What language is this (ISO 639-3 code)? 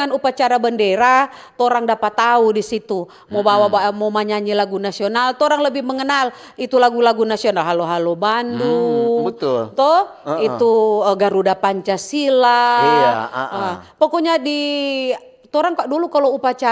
xmm